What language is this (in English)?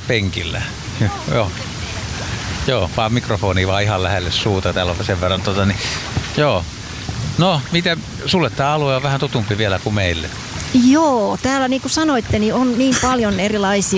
Finnish